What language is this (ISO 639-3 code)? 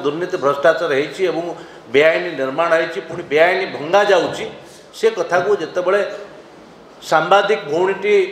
ori